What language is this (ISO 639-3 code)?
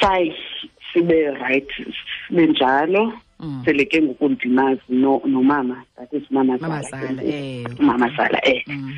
xho